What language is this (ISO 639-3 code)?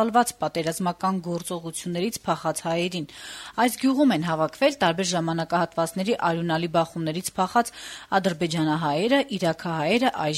hye